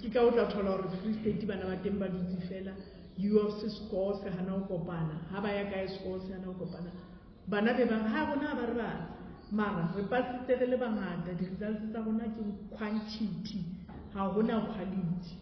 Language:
Southern Sotho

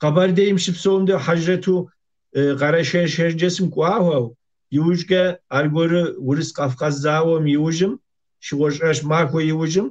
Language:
Kabardian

